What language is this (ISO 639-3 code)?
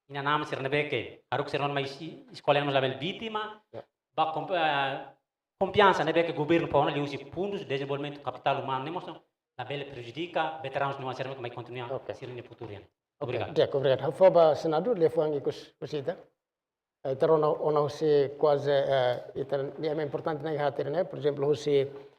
tet